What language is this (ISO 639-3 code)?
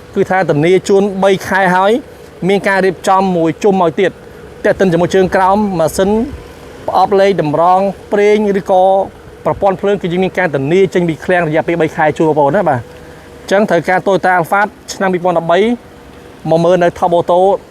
khm